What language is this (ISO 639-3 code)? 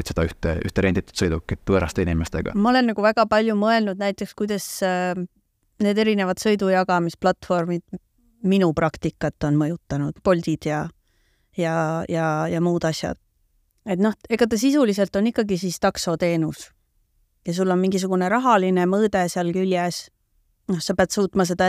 est